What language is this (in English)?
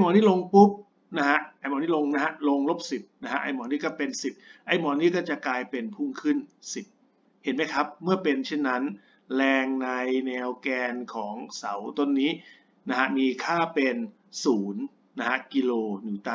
Thai